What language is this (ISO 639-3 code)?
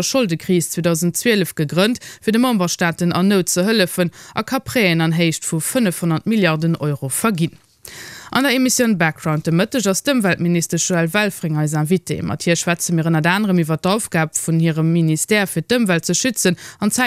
ltz